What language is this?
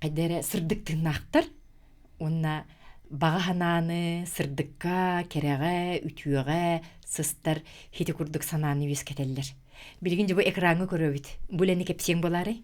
Yakut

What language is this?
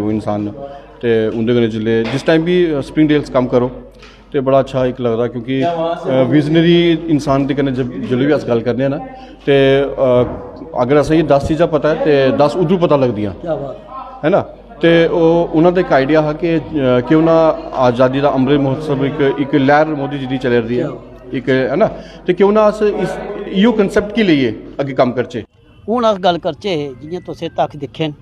Dogri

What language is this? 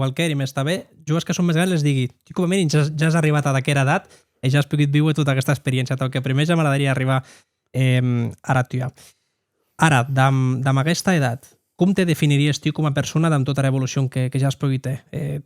Occitan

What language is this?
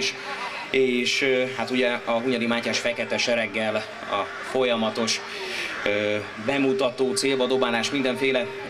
Hungarian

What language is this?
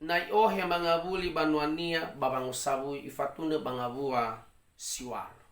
Nias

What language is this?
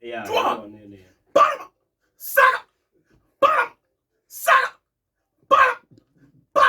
Tsonga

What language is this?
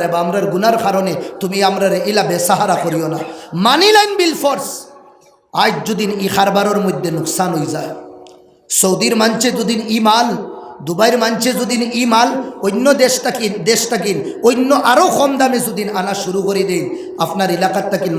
Sylheti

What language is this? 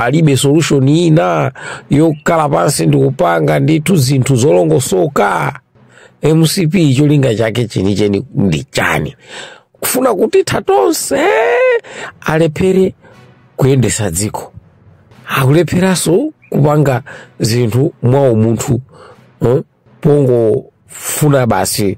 Nyanja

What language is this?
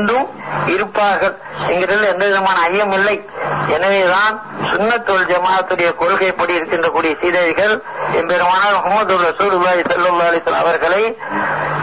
Tamil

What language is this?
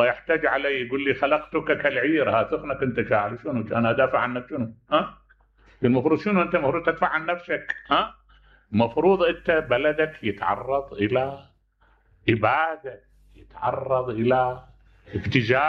Mesopotamian Arabic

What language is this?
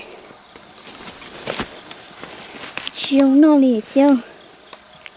Vietnamese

